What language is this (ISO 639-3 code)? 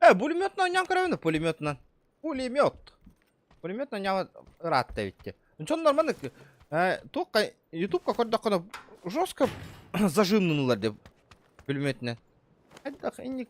sah